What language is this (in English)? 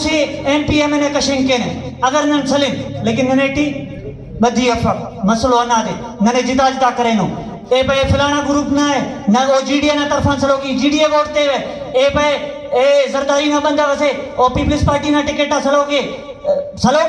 Brahui